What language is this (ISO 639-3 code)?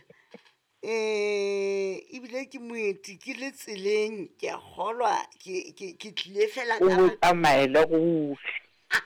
sot